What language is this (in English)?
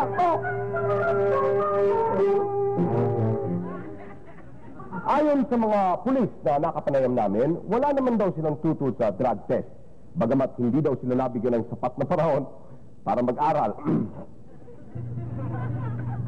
Filipino